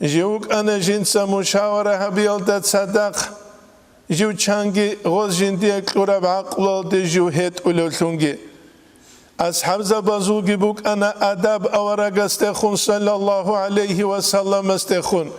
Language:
Avaric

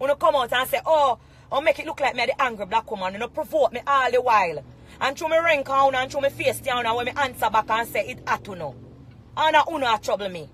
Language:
Jamaican Creole English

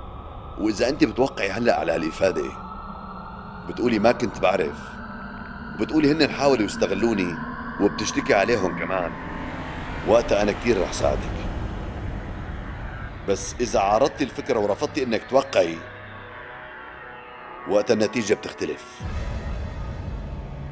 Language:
North Levantine Arabic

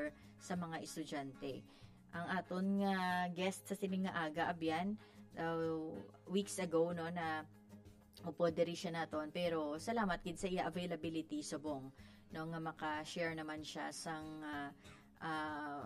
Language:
Hiligaynon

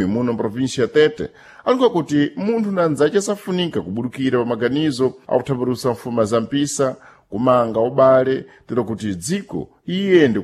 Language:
Sena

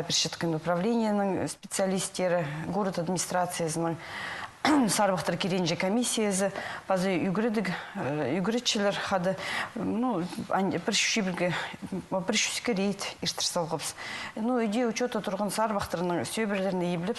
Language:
Khakas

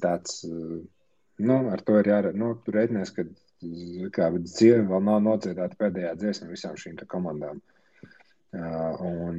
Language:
Latvian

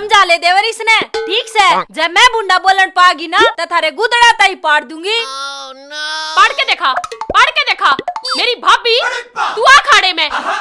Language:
Haryanvi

